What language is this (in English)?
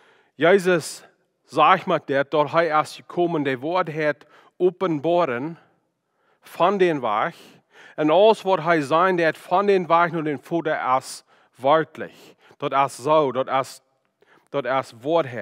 Plautdietsch